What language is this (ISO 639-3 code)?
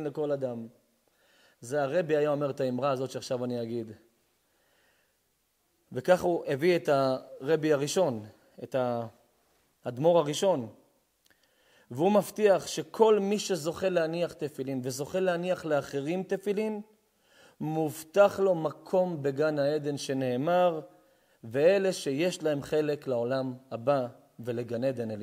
heb